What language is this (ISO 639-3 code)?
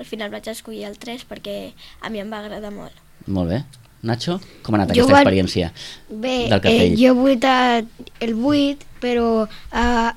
cat